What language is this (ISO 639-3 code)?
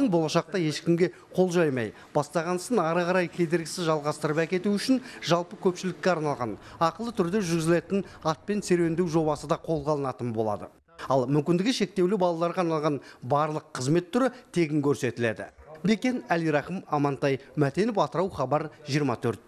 kaz